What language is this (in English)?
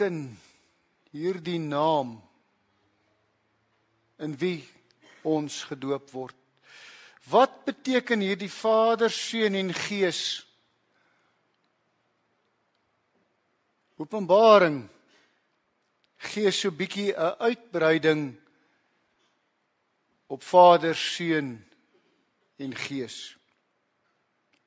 Afrikaans